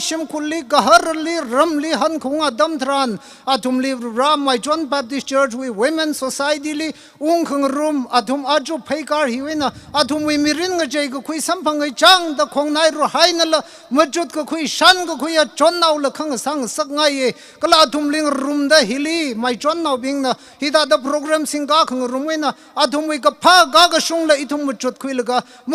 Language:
Tangkhul Naga (India)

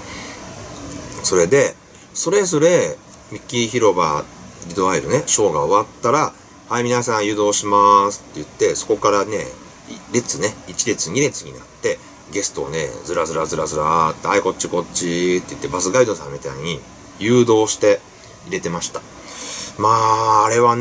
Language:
Japanese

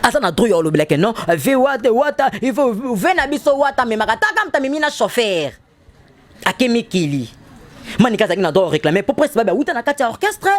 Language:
Lingala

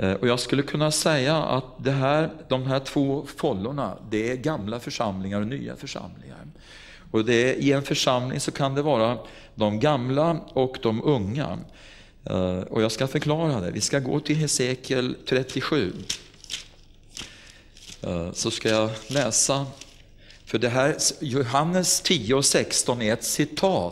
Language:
Swedish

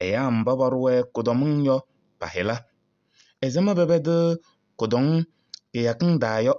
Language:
Kabiyè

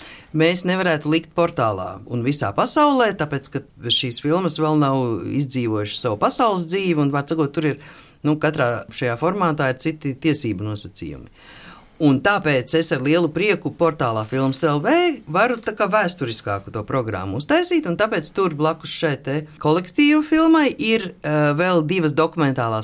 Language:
Latvian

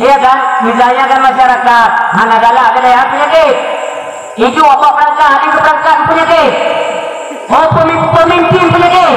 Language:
Achinese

